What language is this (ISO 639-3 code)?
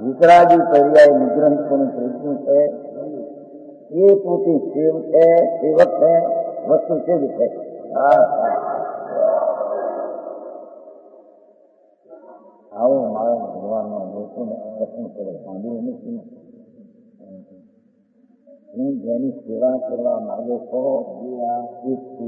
guj